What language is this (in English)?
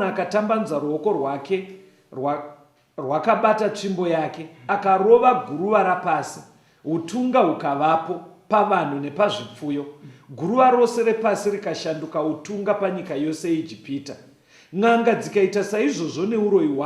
Shona